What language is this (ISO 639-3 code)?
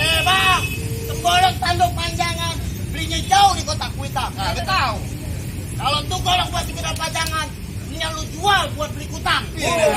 bew